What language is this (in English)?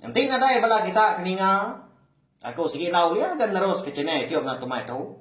Iban